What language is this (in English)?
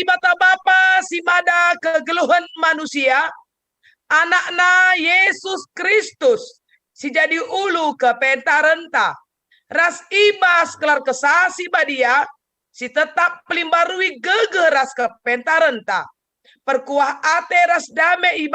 Batak Karo